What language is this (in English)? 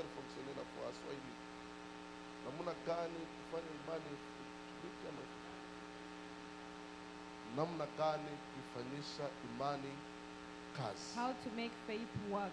Swahili